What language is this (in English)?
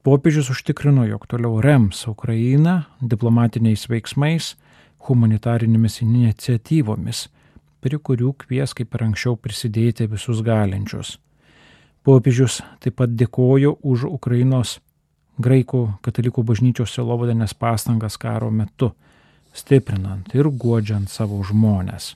Lithuanian